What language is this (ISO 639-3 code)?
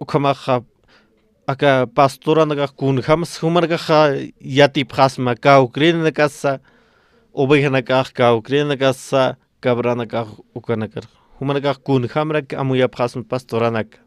aym